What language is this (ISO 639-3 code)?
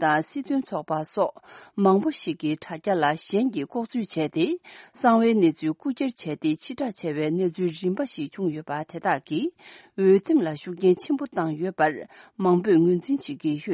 bod